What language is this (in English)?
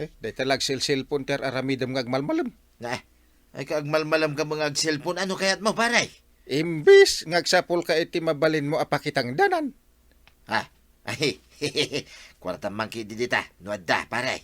Iloko